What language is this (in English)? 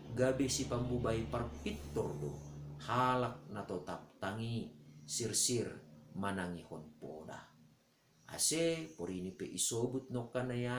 Batak Simalungun